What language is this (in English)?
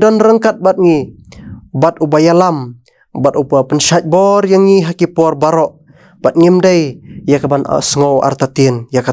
Khasi